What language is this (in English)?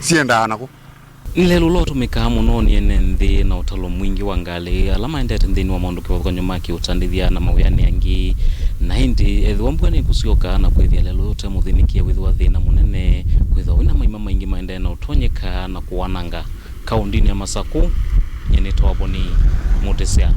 Kamba